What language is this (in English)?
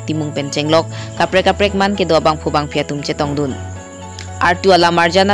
Karbi